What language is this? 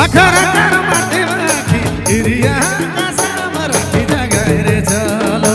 Sadri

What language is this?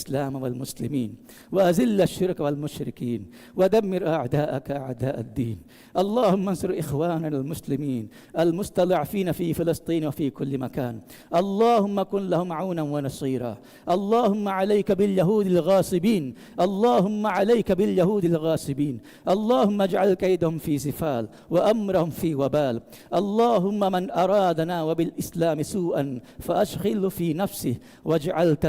Divehi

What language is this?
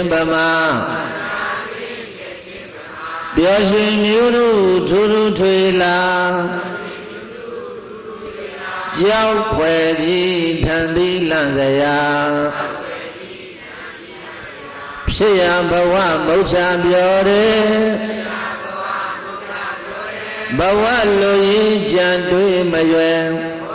Burmese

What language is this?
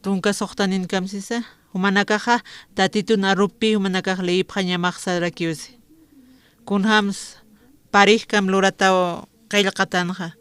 Aymara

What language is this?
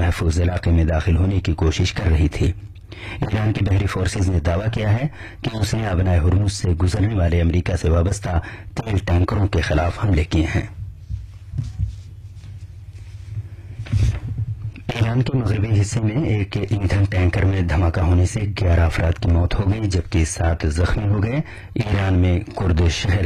Urdu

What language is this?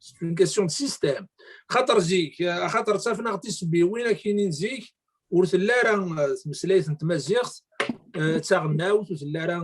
Kabyle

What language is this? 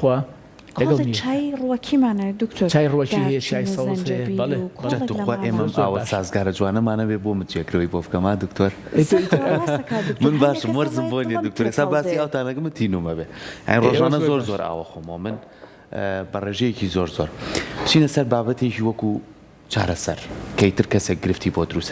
Central Kurdish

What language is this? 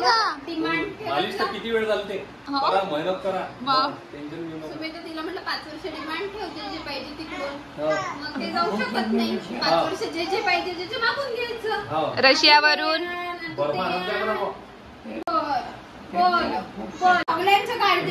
Marathi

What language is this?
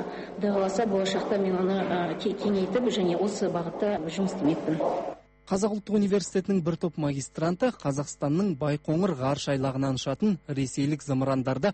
Kazakh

